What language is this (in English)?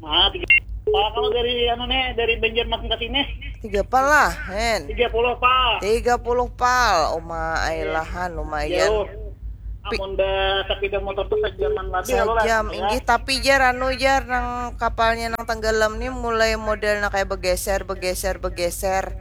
Banjar